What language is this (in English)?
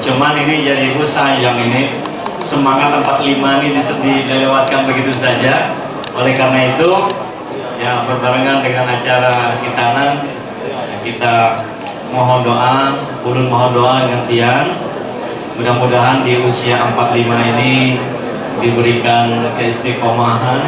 Banjar